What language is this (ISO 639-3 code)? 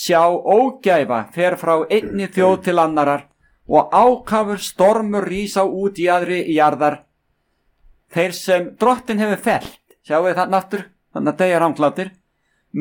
isl